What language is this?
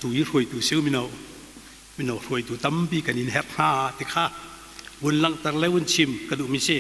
Hakha Chin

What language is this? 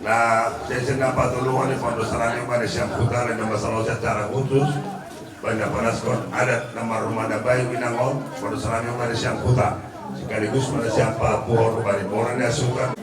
Batak Simalungun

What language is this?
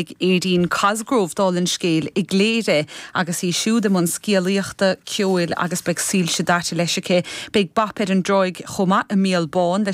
Irish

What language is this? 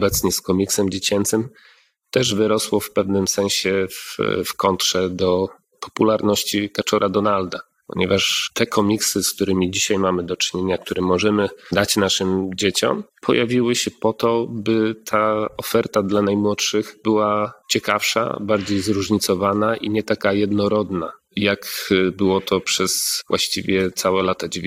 Polish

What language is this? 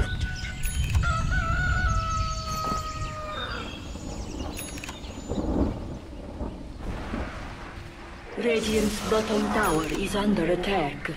English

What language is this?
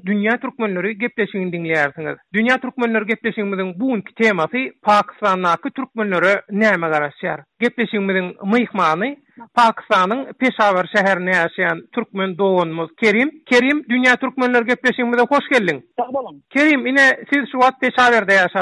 Turkmen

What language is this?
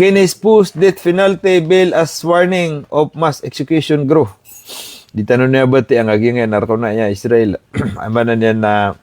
Maranao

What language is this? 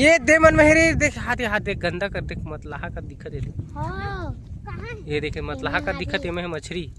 Chhattisgarhi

